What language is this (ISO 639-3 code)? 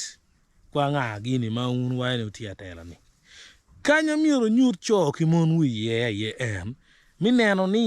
ach